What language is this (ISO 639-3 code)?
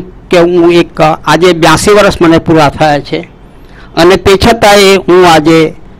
guj